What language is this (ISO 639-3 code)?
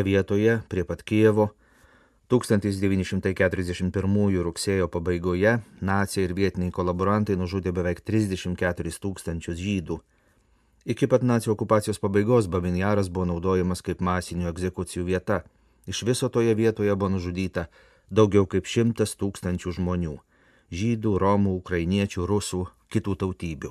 lit